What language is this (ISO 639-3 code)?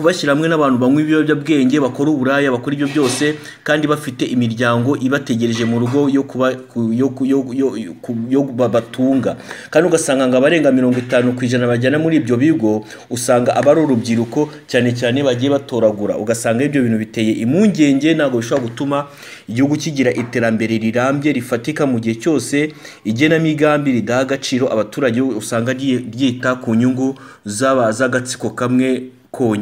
kin